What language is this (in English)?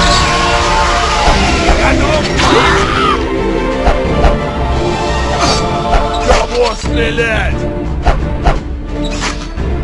Russian